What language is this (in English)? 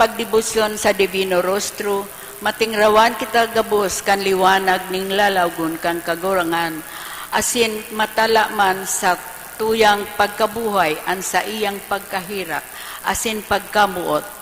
Bikol